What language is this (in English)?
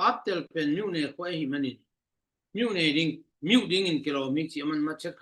Tedim Chin